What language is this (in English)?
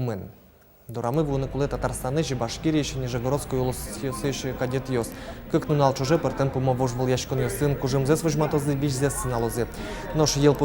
Udmurt